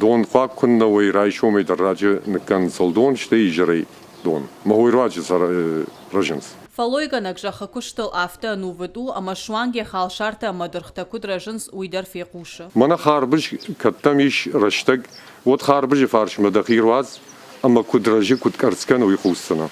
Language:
Ossetic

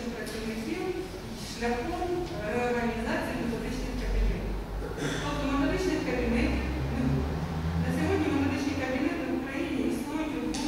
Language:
Ukrainian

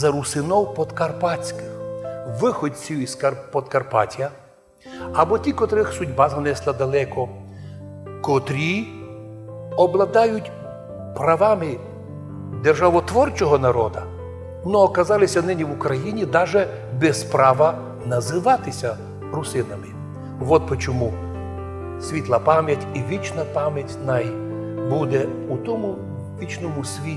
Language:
Rusyn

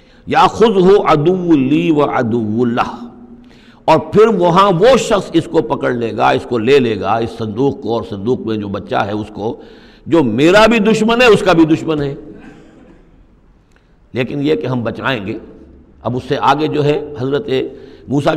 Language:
Urdu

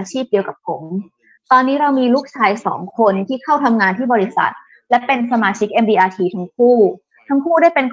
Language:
Thai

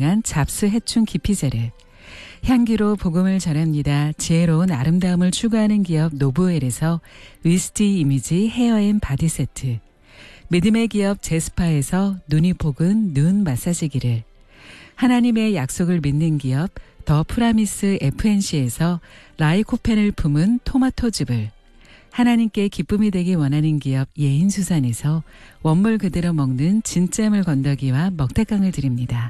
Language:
Korean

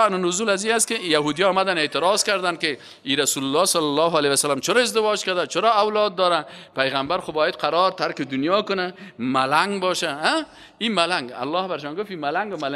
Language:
Persian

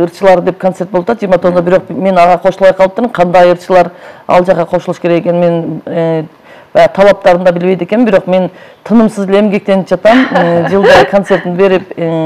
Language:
Kyrgyz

